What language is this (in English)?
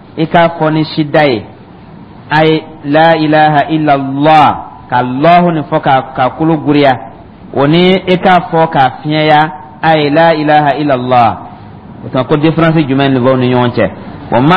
Dyula